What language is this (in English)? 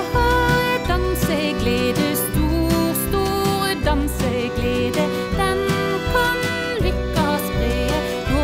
Norwegian